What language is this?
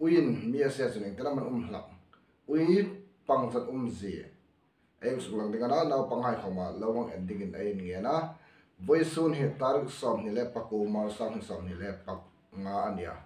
Hmar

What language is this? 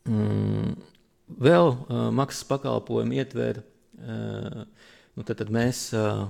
Latvian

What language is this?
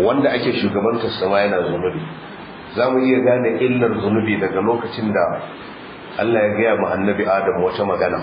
Hausa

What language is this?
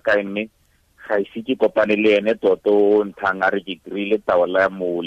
Tswana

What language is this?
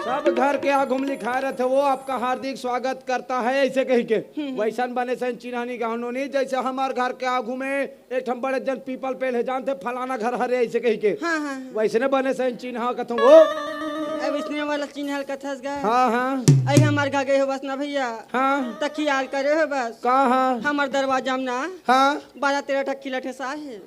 Chhattisgarhi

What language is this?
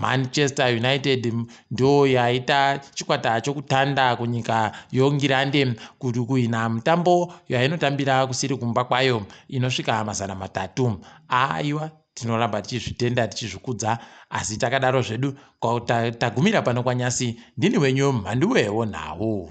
Ndau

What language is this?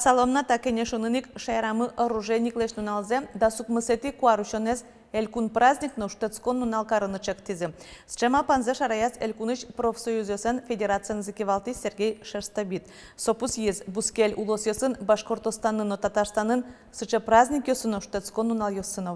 Udmurt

